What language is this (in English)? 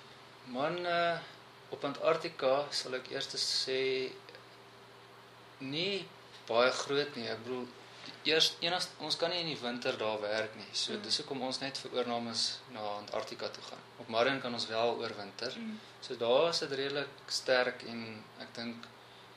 Afrikaans